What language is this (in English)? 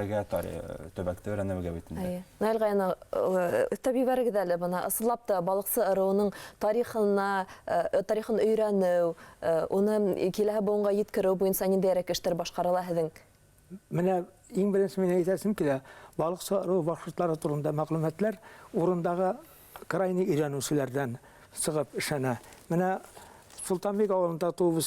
Bashkir